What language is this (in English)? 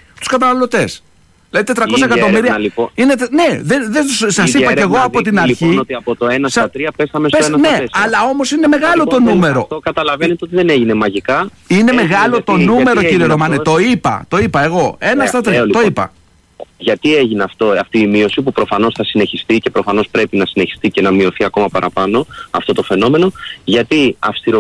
Greek